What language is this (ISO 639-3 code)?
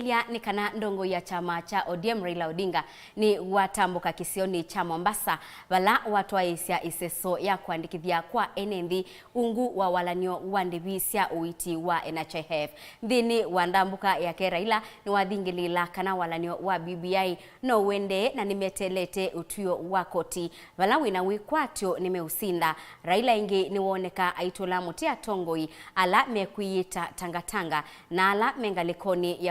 kam